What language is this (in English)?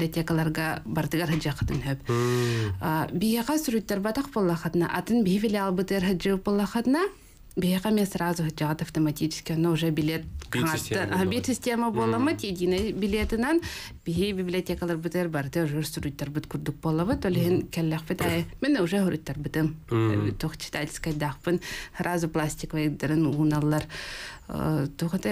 Yakut